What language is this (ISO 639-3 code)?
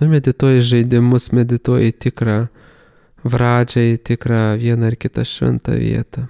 lit